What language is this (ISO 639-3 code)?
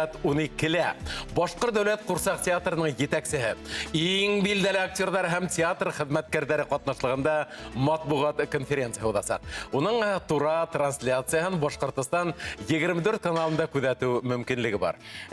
bak